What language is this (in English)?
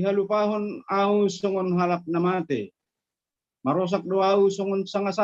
Batak Simalungun